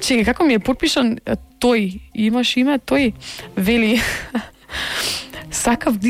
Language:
Macedonian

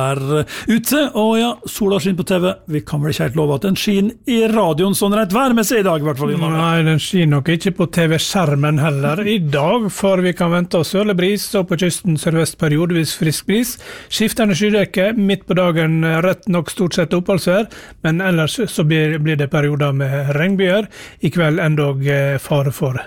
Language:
Norwegian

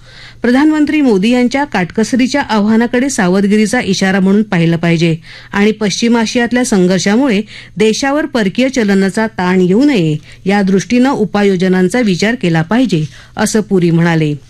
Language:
Marathi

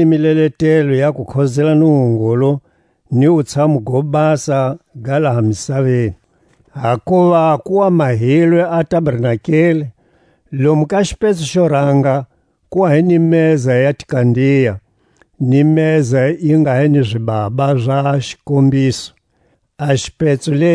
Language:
Tswa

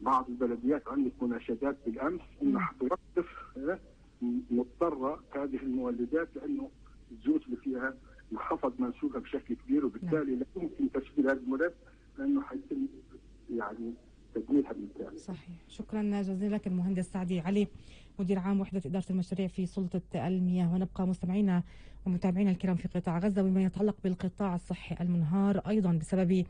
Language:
North Levantine Arabic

